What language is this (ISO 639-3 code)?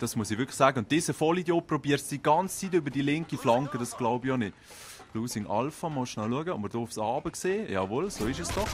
gsw